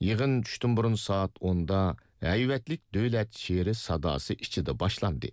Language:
Uyghur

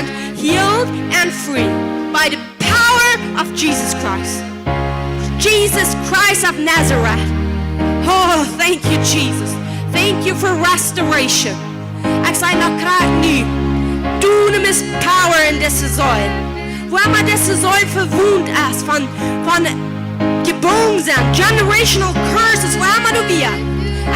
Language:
Plautdietsch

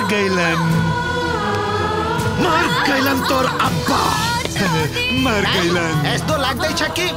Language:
Bhojpuri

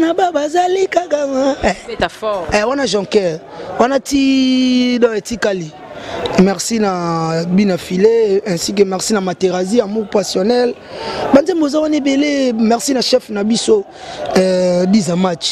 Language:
Lingala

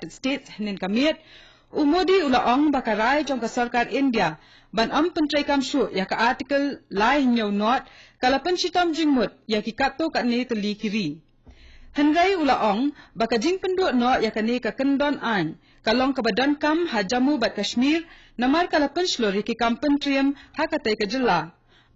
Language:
Khasi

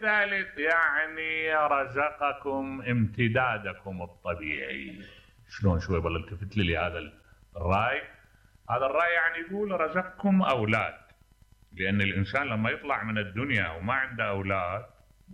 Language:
Mesopotamian Arabic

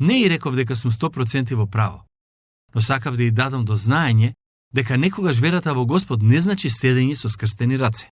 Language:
Macedonian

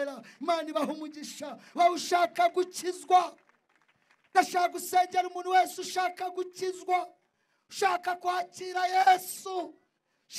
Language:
Kinyarwanda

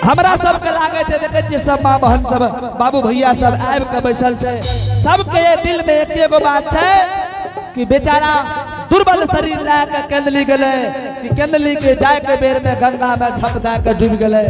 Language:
Angika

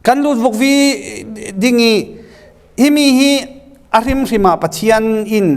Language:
Falam Chin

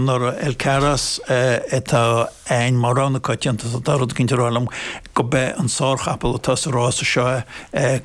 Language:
Irish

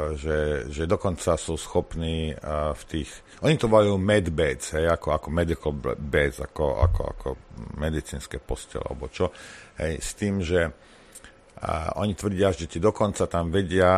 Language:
Slovak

